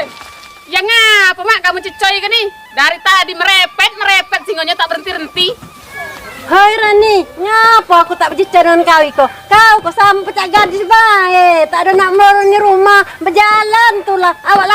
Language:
Musi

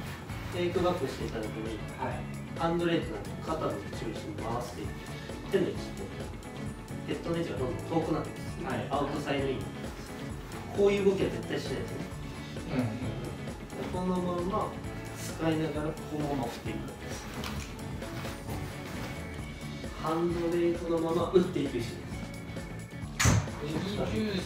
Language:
Japanese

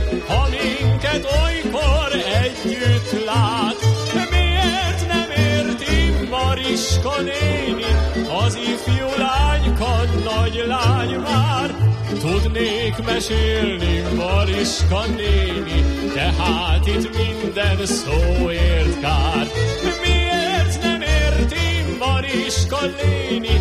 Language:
Hungarian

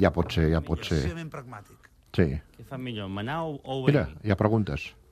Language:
Catalan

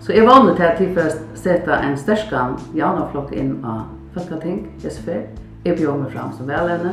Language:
Faroese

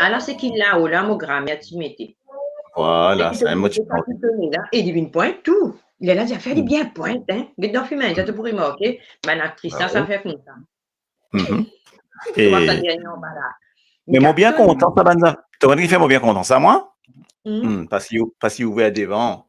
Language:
Morisyen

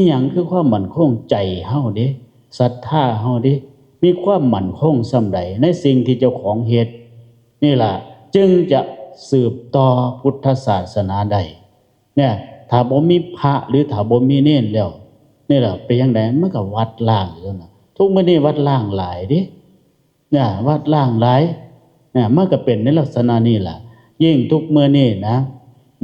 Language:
Lao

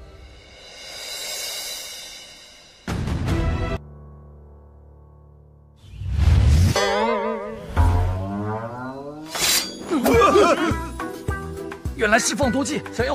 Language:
Chinese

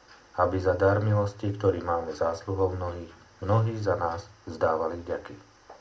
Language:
Slovak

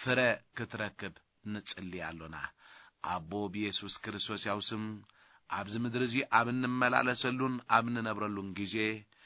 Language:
Tigrinya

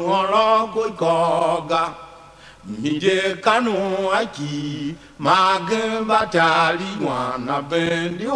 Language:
Tiv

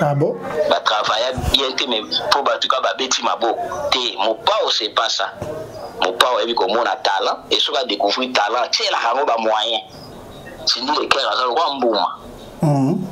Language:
Lingala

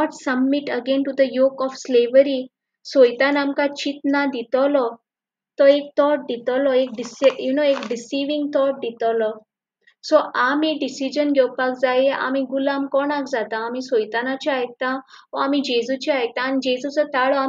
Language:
Konkani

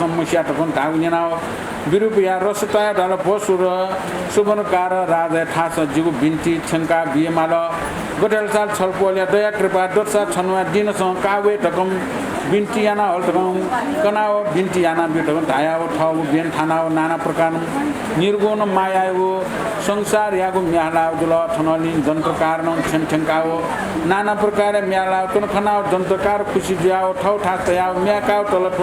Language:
Newari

